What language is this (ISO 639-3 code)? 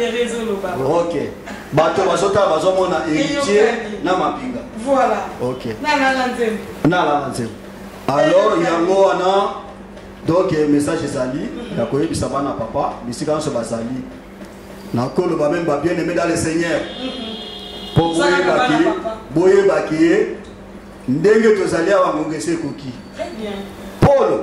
lin